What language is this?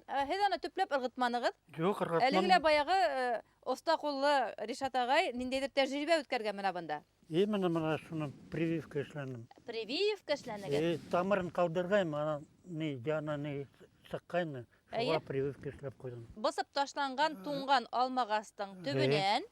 Bashkir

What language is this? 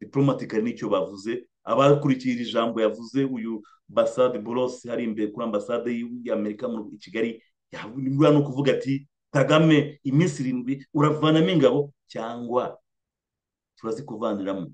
Kinyarwanda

